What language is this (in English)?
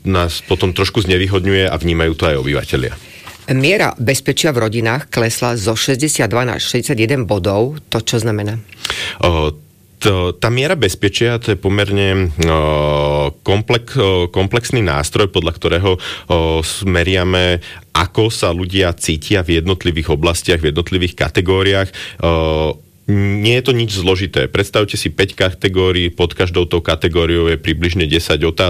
Slovak